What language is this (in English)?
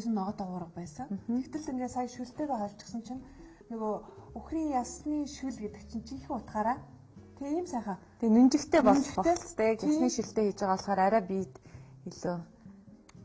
Mongolian